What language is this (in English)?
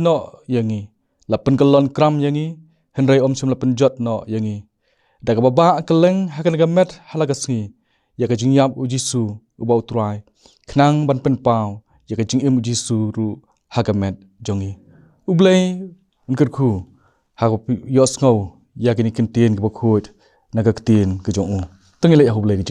Khasi